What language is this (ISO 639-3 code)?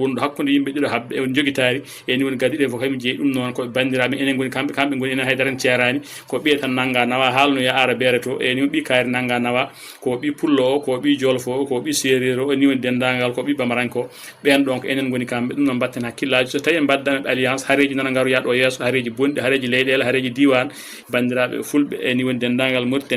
ful